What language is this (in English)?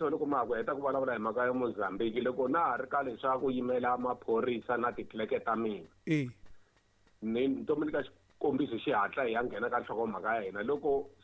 Tsonga